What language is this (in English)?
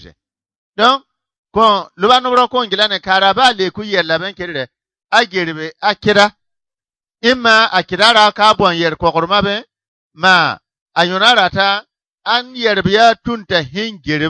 Bissa